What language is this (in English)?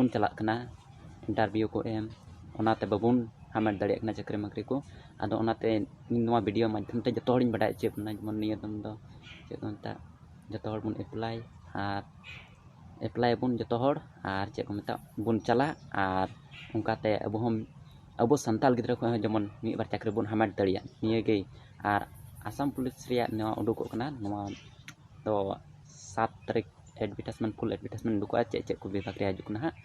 Santali